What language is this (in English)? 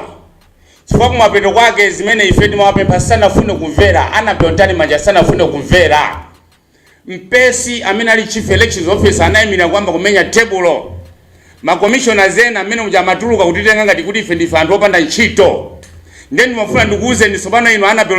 Nyanja